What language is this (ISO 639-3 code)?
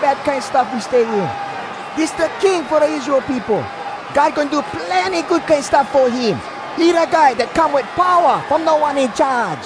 hwc